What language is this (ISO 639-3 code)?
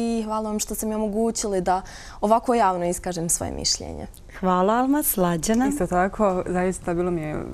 bos